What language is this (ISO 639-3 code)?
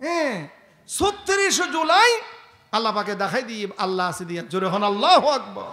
rhg